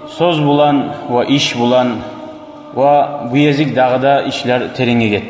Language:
Kumyk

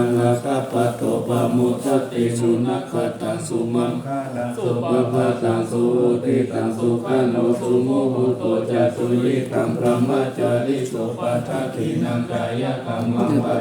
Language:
Pali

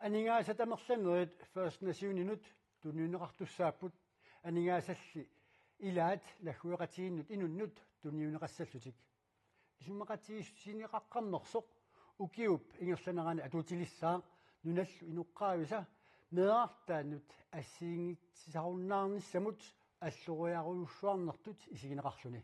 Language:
Kalaallisut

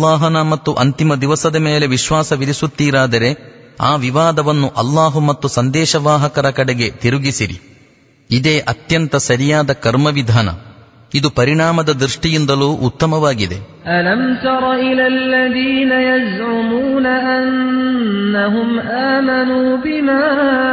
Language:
Kannada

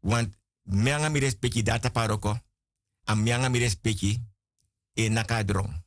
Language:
Sranan Tongo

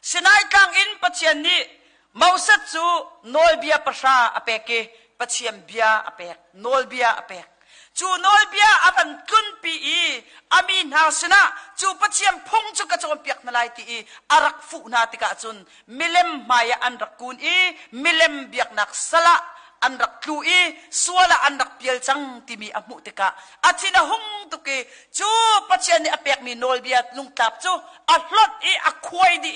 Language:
Hakha Chin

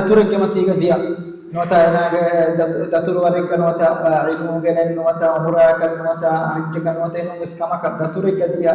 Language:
Divehi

